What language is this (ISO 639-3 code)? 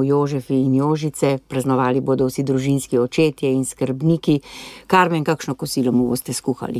slv